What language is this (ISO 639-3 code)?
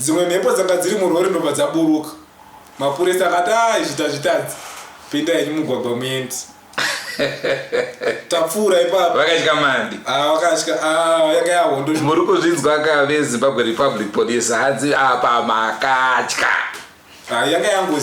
sna